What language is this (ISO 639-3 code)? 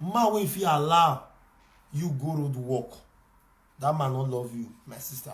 pcm